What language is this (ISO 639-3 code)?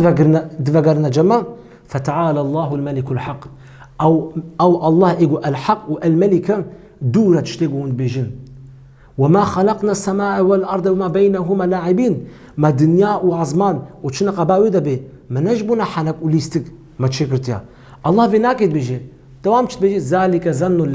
kur